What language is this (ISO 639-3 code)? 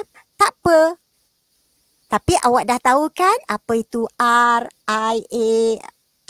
msa